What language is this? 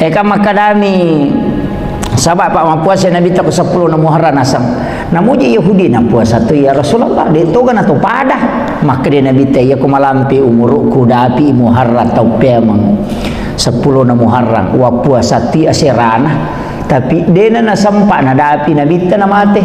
Buginese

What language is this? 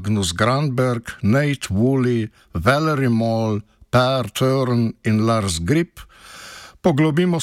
Slovenian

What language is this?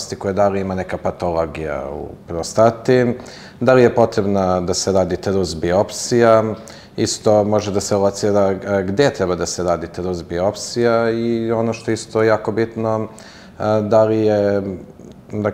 Serbian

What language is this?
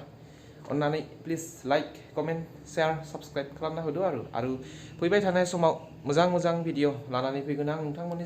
Bodo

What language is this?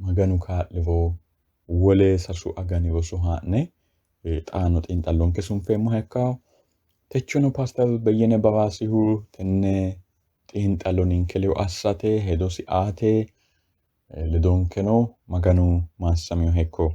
Sidamo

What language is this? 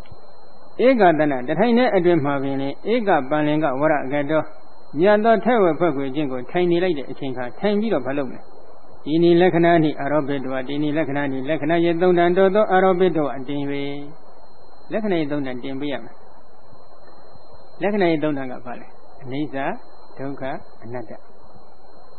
Burmese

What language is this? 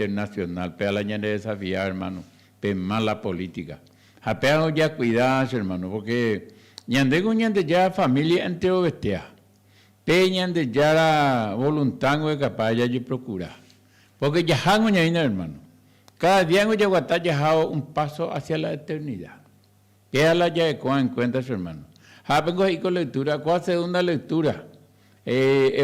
Guarani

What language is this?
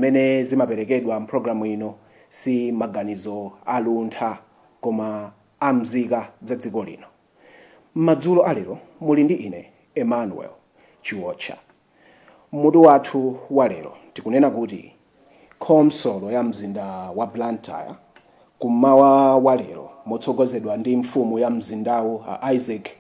Nyanja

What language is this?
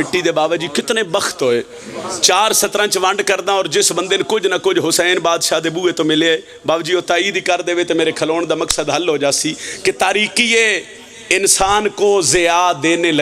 Pahari-Potwari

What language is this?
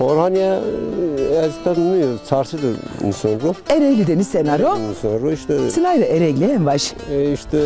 Zaza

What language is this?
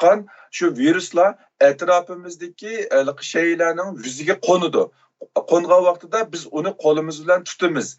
Uyghur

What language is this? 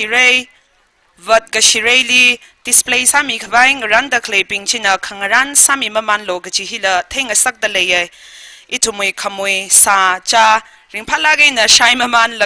Tangkhul Naga (India)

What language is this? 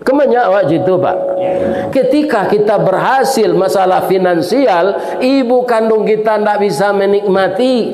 Minangkabau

